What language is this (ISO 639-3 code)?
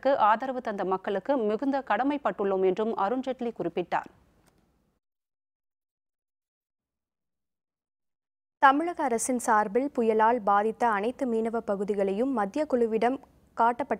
tam